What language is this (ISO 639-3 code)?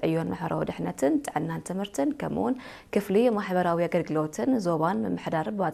tir